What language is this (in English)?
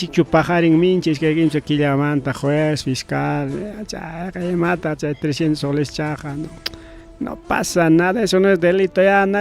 Ayacucho Quechua